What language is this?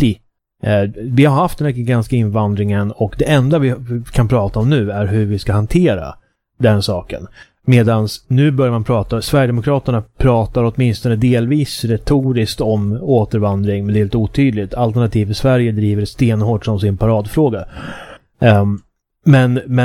Swedish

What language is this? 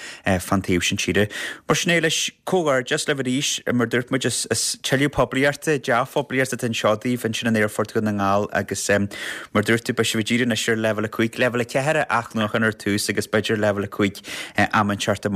Irish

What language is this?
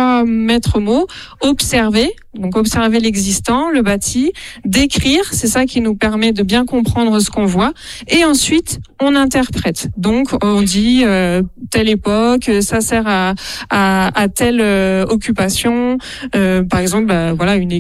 French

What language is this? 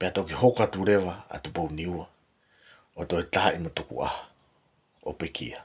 Tongan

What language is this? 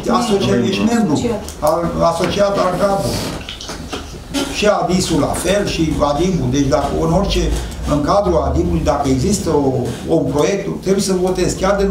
Romanian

